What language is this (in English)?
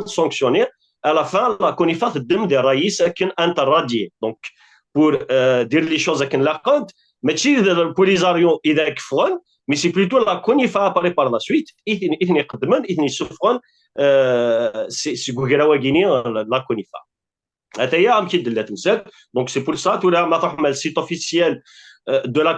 Kabyle